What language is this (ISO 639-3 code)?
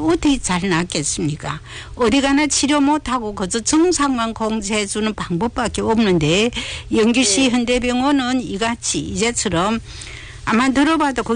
kor